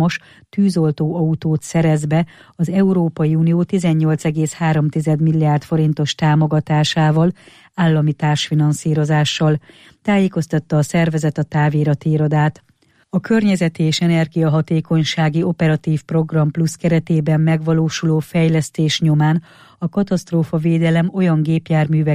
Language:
Hungarian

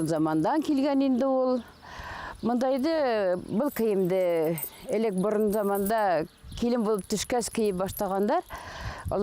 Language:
Bashkir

